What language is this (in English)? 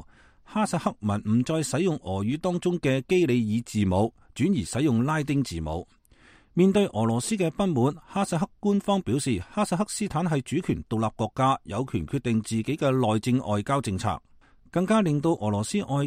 Cantonese